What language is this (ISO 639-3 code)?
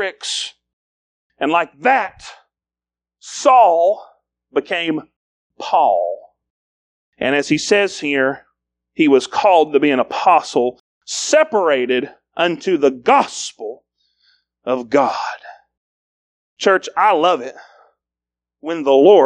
eng